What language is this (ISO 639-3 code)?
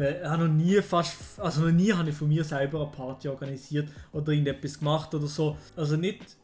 gsw